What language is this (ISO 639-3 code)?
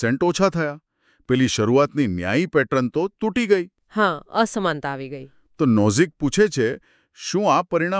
guj